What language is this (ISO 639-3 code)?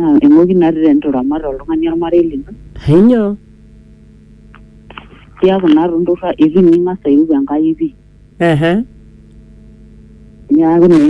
mas